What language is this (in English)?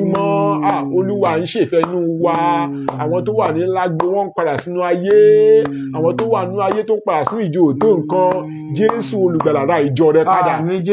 Yoruba